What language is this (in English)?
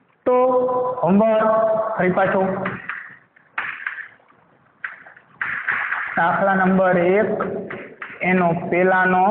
Gujarati